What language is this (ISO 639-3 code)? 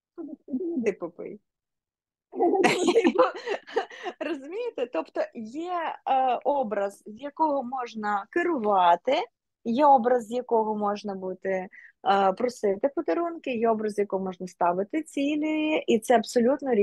ukr